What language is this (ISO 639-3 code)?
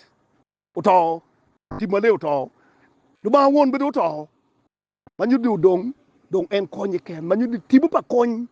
ach